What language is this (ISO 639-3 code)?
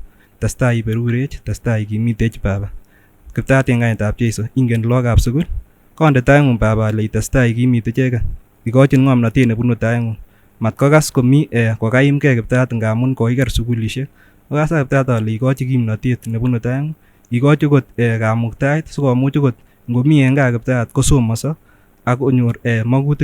sgc